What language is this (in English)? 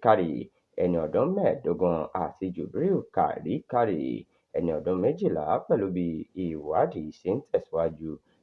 Yoruba